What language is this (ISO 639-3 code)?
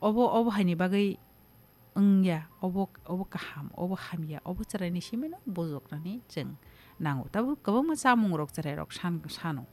trp